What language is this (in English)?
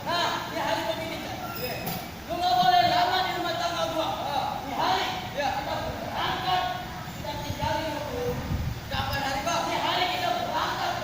Betawi